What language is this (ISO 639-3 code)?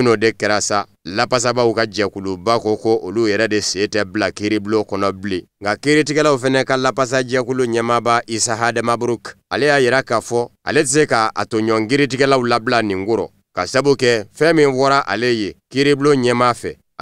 bam